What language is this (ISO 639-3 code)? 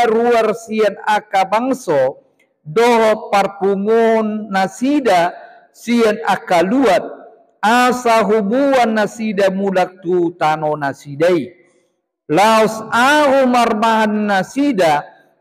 bbc